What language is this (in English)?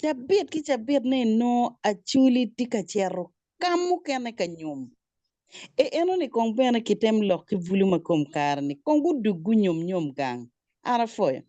Acoli